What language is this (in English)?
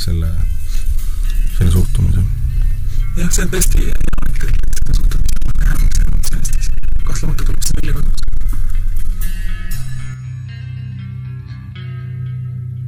Estonian